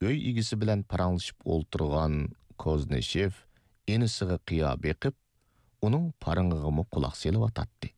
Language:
Uyghur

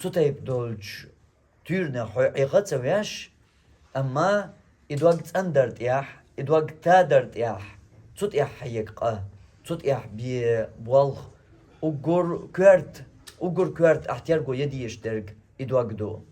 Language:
Chechen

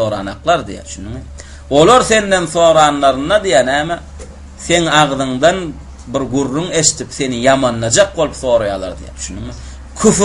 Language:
Turkmen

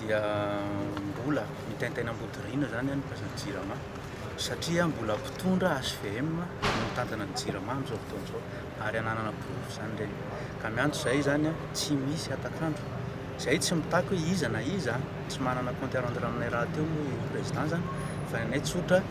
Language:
Malagasy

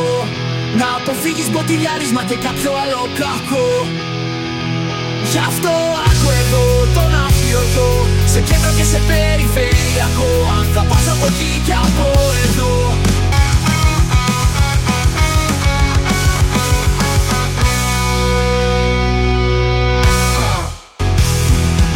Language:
Greek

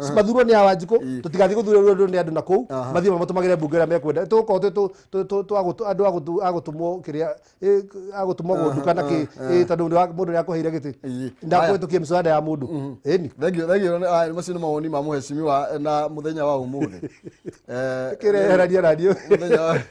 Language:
Kikuyu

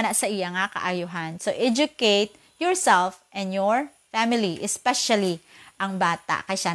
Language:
Hiligaynon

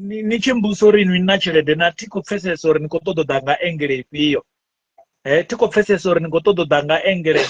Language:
Venda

